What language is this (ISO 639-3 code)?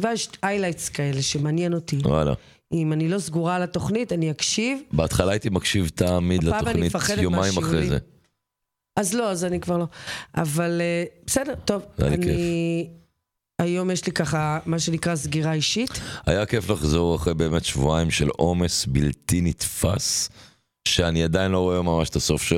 heb